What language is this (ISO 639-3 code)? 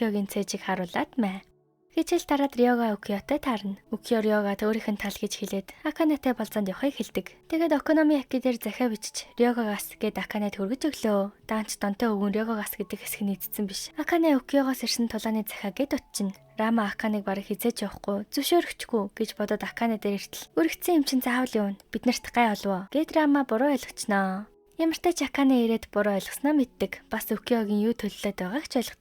mon